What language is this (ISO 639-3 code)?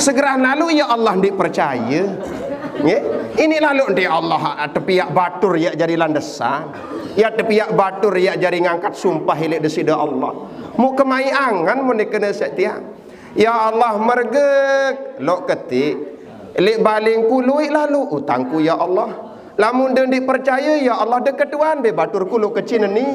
sas